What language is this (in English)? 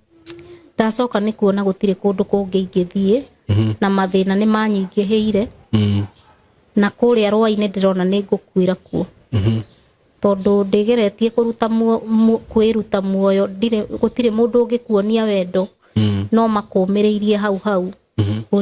Kikuyu